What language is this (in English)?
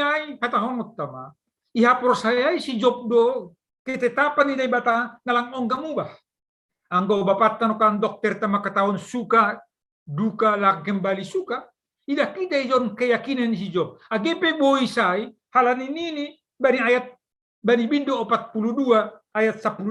Batak Simalungun